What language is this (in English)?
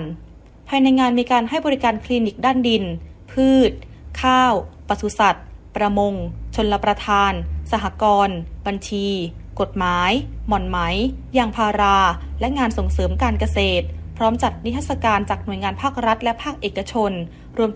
Thai